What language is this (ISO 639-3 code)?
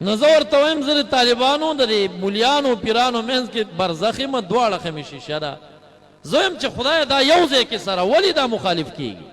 pus